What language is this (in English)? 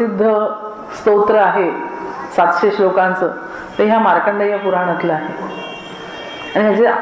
Marathi